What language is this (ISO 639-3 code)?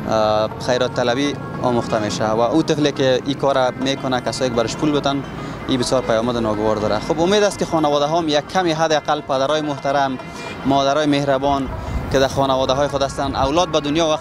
fas